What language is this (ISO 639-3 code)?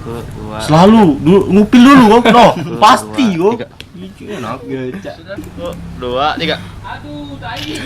mui